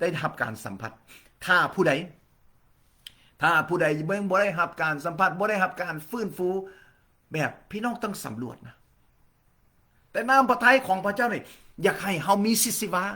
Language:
Lao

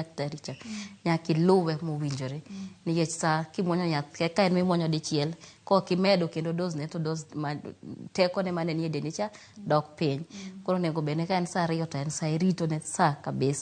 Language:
Luo (Kenya and Tanzania)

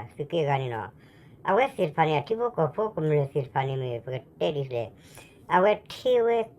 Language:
S'gaw Karen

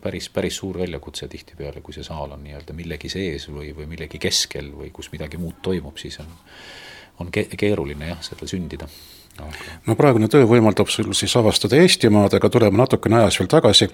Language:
Estonian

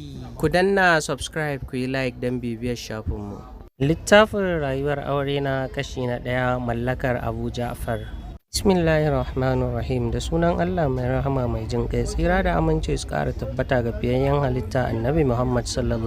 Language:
Hausa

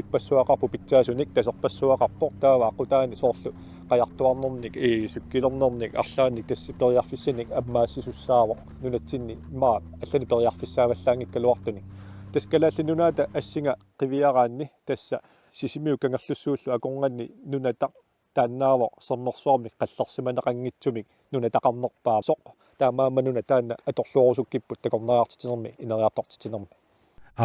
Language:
Kalaallisut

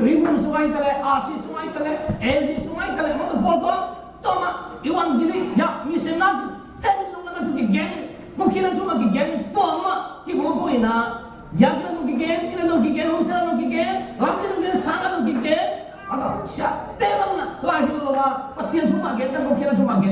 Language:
Tedim Chin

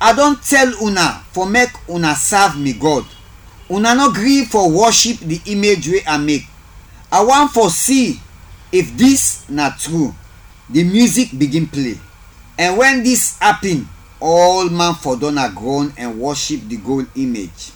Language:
Krio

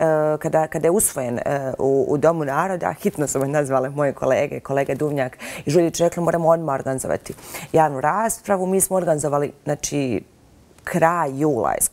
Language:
Bosnian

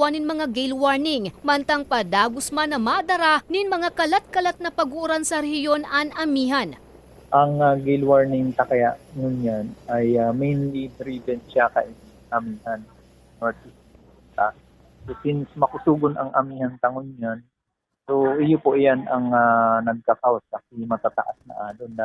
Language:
Bikol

